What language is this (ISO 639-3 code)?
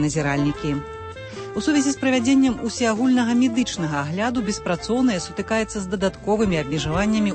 bel